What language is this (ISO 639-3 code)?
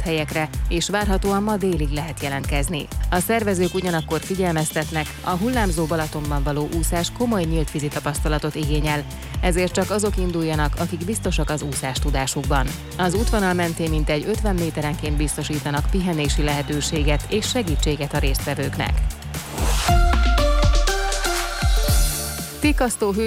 hun